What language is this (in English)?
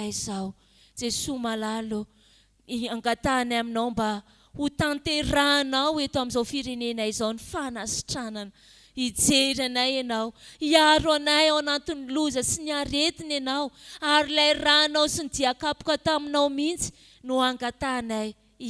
Malagasy